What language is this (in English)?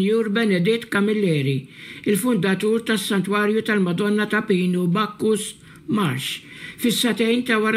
Maltese